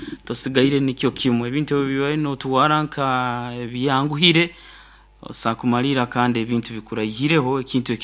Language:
Nyoro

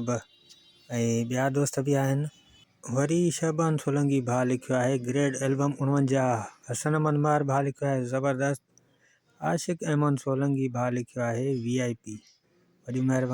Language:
Sindhi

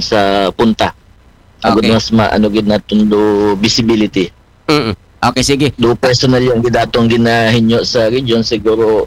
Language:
Aklanon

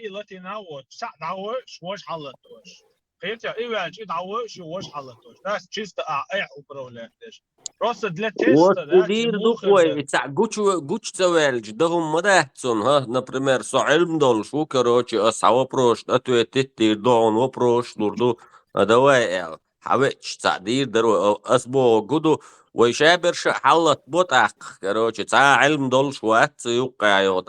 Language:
Chechen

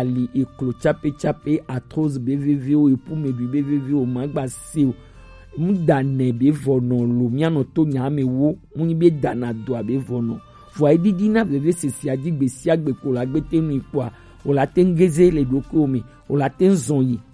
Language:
Gen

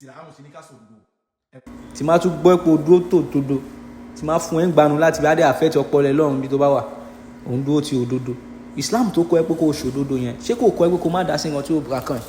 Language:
Yoruba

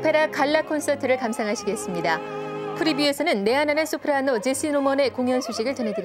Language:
Korean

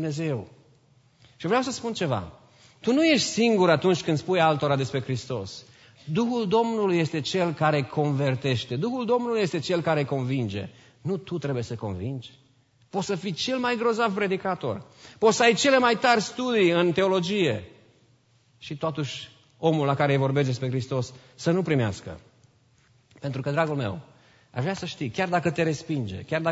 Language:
Romanian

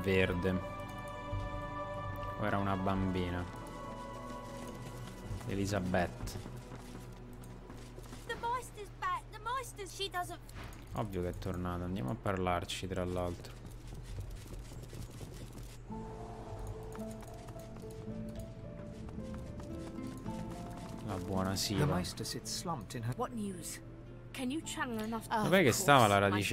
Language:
Italian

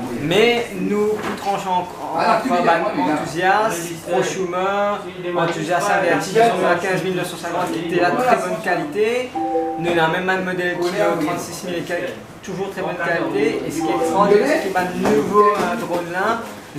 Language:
Morisyen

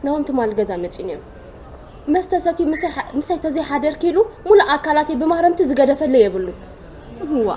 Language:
Tigrinya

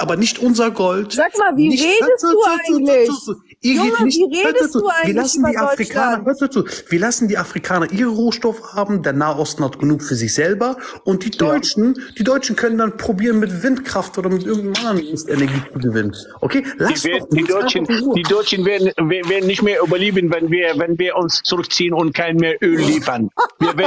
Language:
German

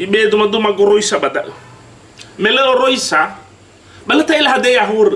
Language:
Nias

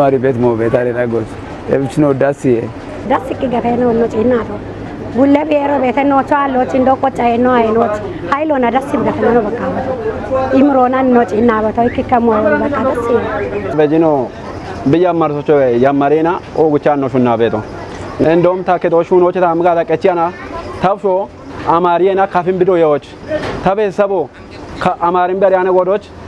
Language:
Kafa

